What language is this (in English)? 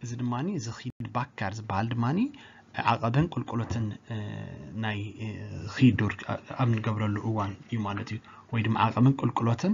Tigrinya